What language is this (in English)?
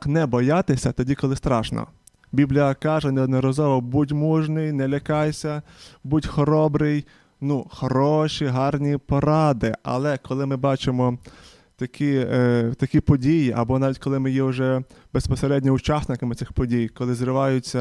Ukrainian